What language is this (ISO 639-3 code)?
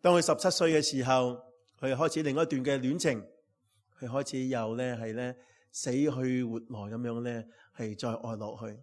yue